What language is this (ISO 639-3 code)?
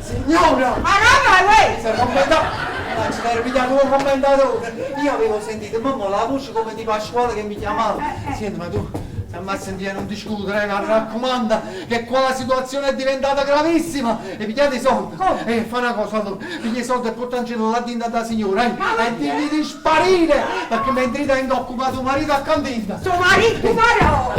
nap